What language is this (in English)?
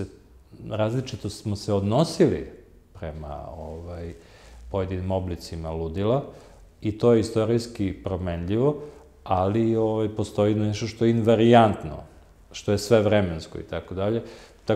Serbian